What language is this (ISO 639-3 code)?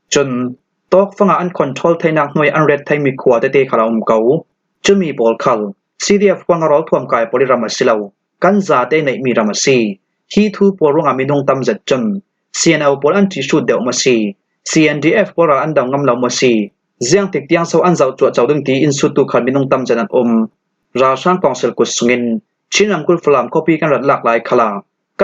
cfm